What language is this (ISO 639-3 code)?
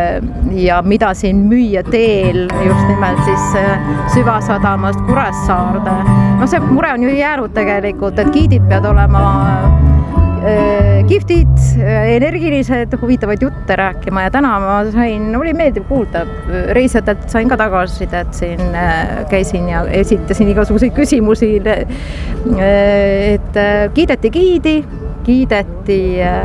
est